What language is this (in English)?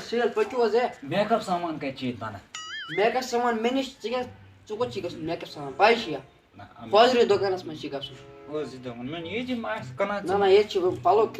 Kashmiri